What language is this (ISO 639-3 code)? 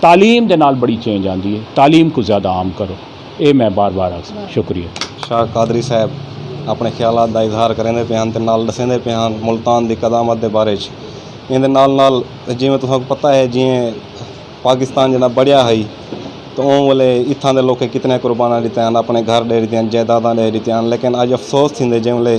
skr